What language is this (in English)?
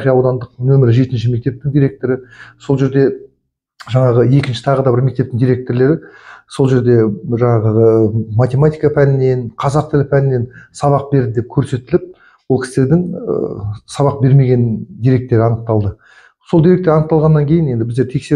Kazakh